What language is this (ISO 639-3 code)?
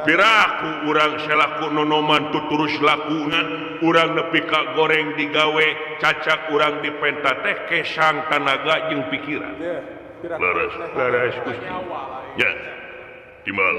sun